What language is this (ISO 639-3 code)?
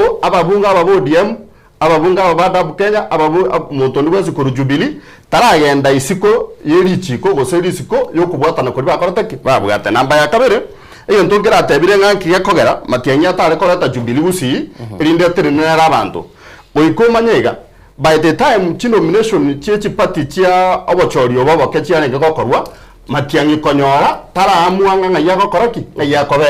guz